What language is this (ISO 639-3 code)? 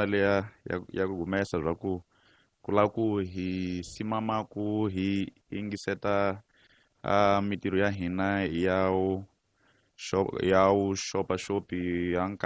tso